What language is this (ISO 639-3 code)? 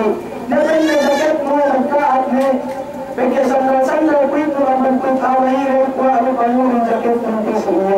yka